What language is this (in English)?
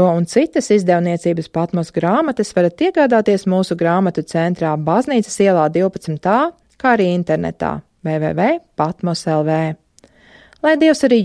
Latvian